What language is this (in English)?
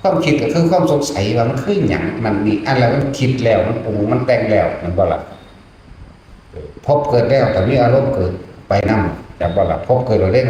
Northeastern Thai